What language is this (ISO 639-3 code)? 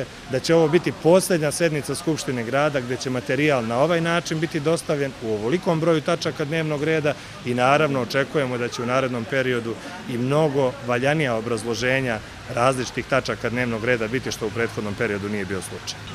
srp